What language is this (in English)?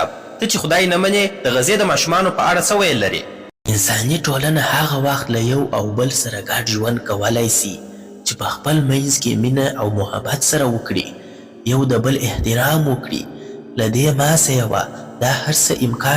Pashto